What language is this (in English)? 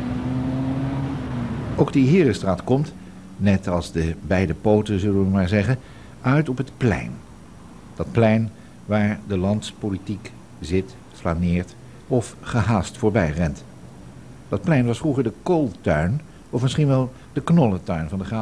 Dutch